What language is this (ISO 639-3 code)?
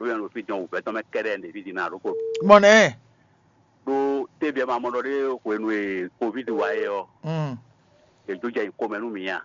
fon